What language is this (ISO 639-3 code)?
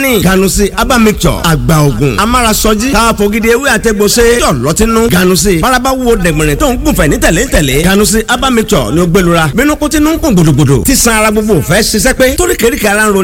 yor